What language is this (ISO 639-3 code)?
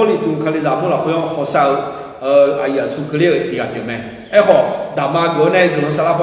ahk